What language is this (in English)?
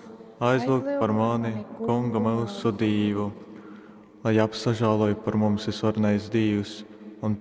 Latgalian